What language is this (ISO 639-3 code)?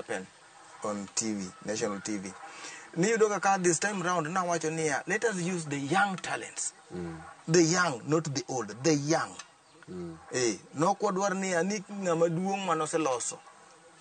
luo